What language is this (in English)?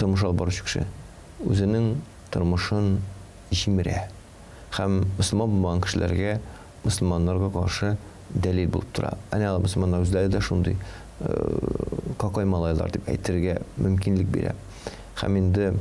Tatar